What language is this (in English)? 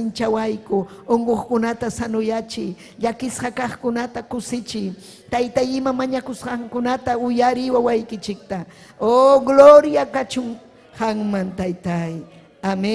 Ayacucho Quechua